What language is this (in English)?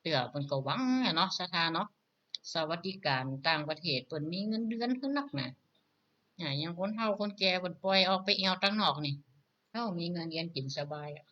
Northern Thai